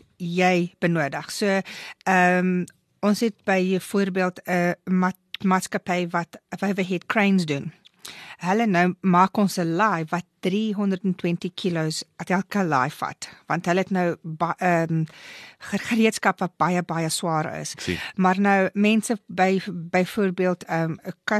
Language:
Afrikaans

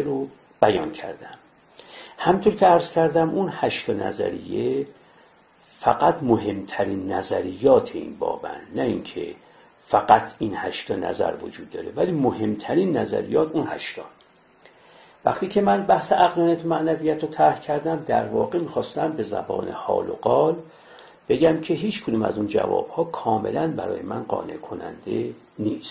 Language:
Persian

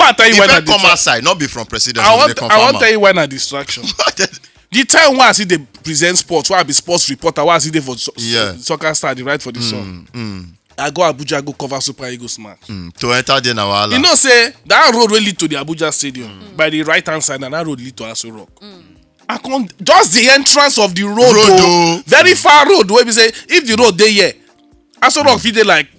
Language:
Nigerian Pidgin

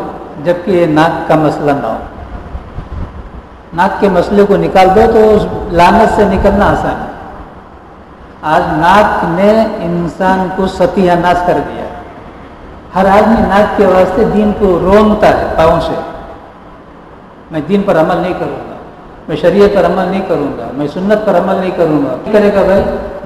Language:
Urdu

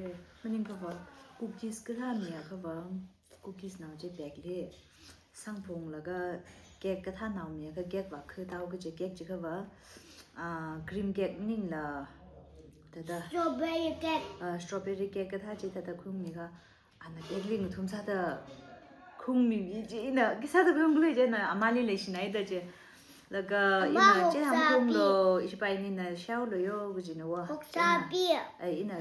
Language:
Tangkhul Naga (India)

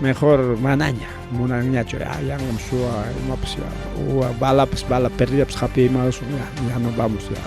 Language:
Ayacucho Quechua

